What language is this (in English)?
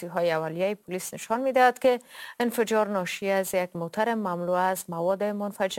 Persian